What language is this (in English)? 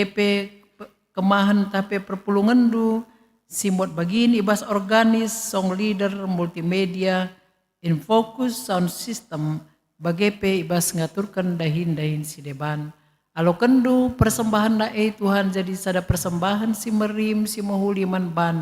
Batak Karo